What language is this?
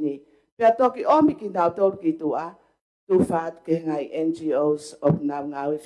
Tongan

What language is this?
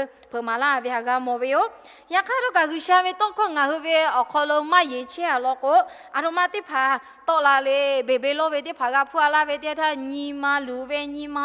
Lahu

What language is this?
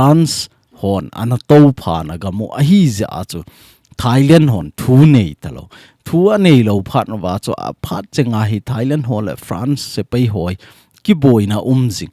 Thado Chin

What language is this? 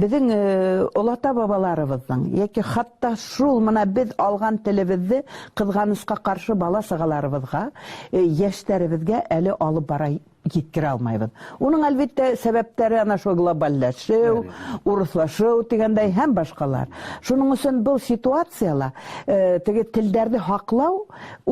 Bashkir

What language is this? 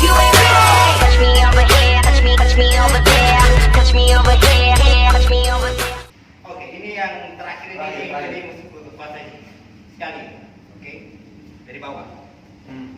Manado Malay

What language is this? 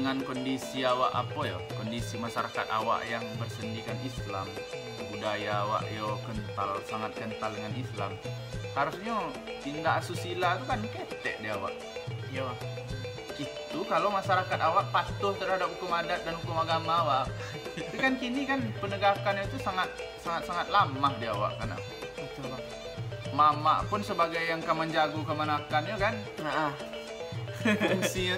Minangkabau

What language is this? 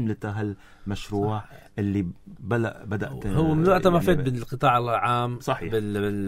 North Levantine Arabic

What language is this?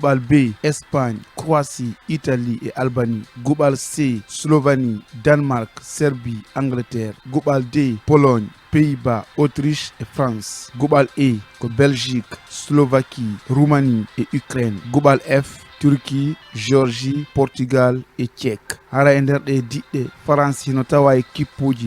Fula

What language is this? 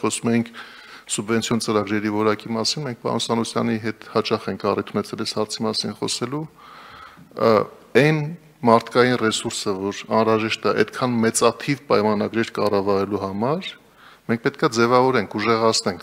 Armenian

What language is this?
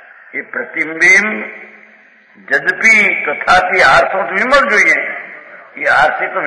Gujarati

